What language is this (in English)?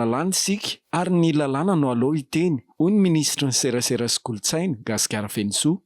Malagasy